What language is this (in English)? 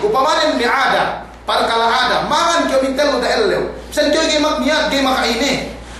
Yakan